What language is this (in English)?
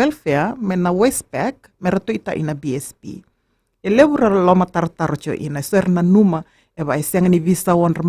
Fijian